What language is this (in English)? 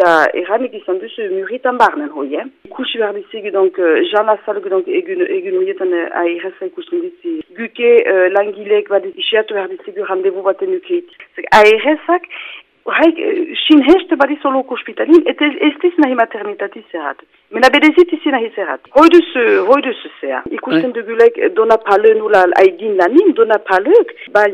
Basque